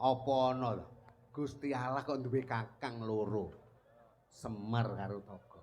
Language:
Javanese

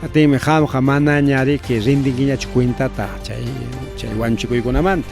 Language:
Ayacucho Quechua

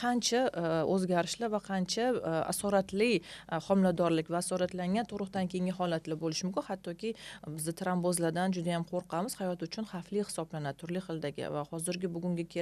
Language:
Uzbek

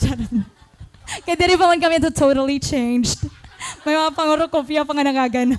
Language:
Waray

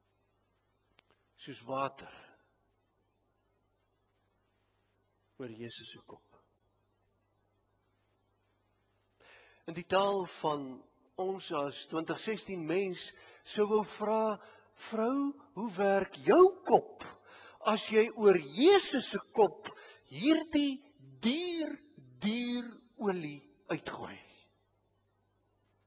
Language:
Afrikaans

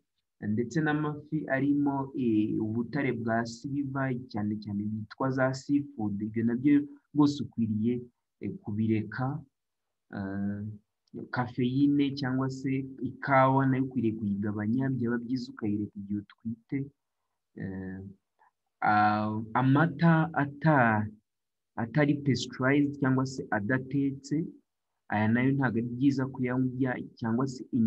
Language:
Kinyarwanda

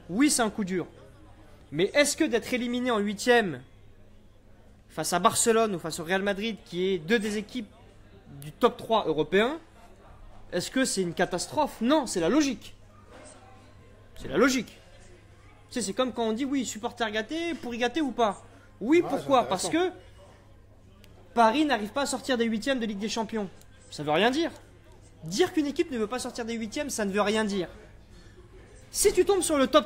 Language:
French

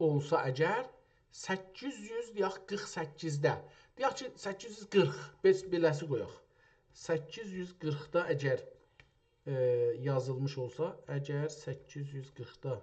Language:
South Azerbaijani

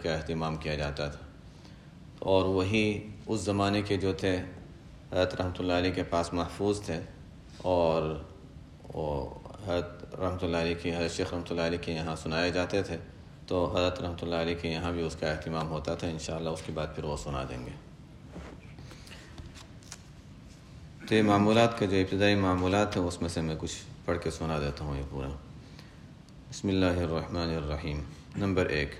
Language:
Urdu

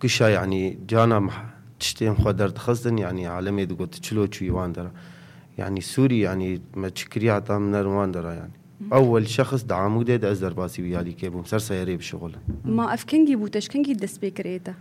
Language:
Kurdish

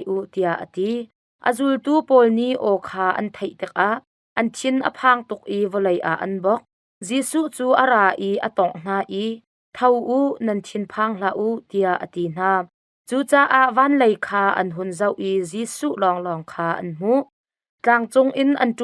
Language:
Hakha Chin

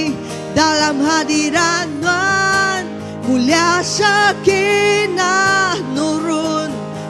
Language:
Iban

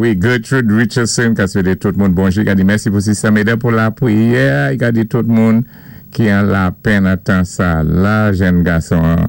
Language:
Saint Lucian Creole French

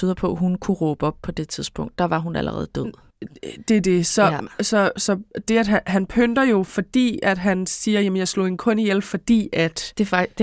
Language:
Danish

